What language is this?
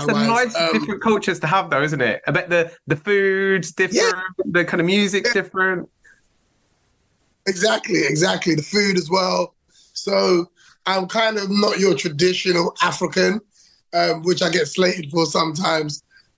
English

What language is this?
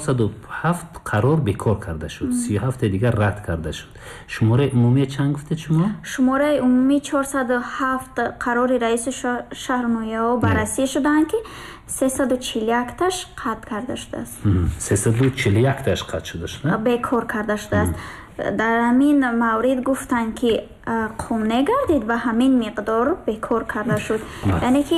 Tajik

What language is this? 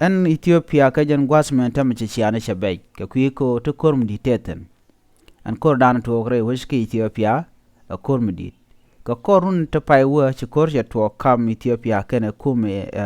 Nuer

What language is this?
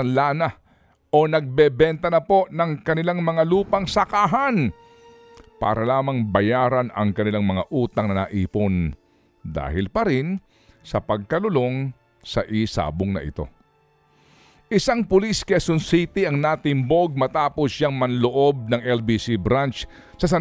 Filipino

